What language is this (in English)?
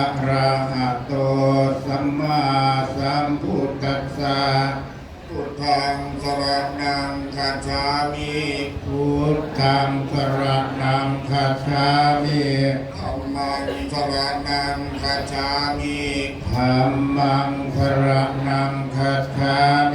Pali